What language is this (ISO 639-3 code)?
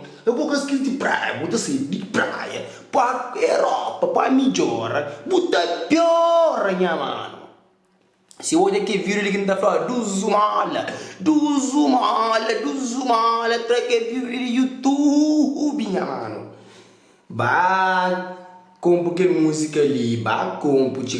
kea